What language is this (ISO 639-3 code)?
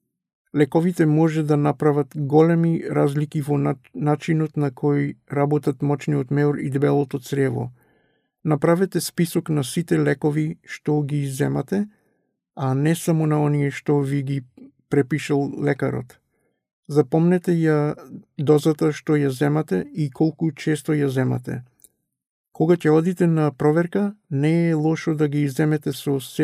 mkd